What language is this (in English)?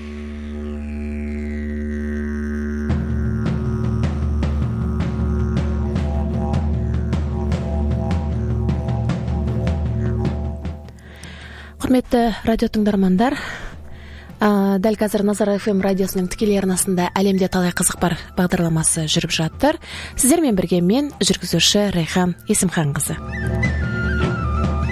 Kazakh